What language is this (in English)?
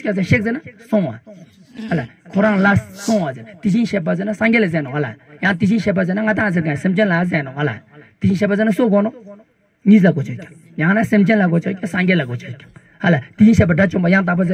Ladakhi